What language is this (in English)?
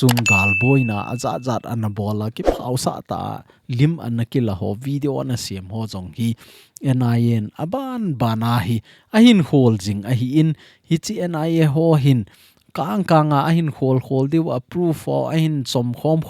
Thado Chin